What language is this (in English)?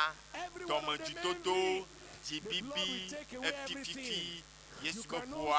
Ewe